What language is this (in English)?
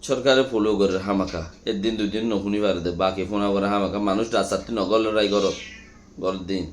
Rohingya